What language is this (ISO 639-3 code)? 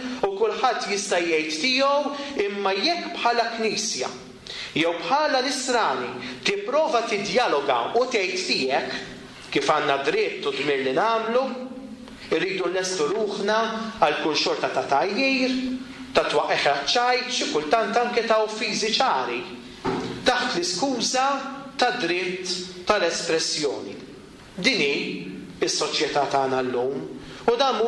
mlt